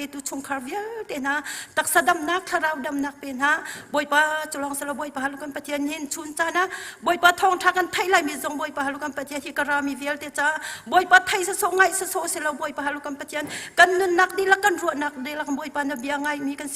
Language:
Hakha Chin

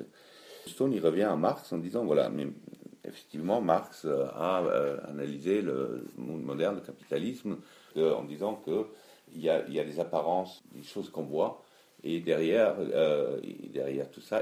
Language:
French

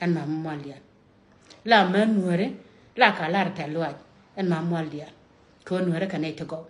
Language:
Nuer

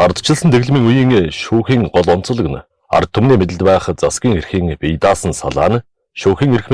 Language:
Mongolian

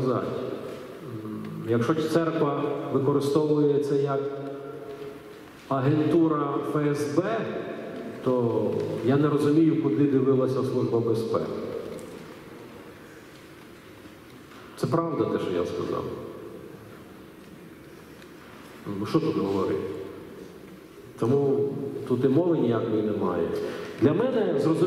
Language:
Ukrainian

